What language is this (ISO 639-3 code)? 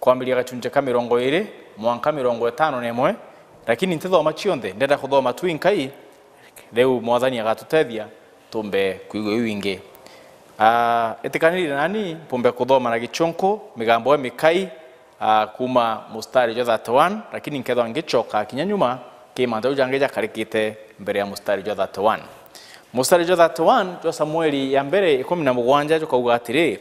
mer